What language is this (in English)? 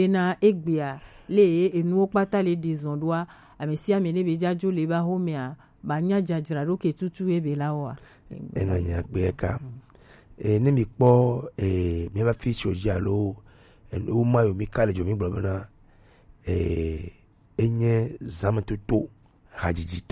Gen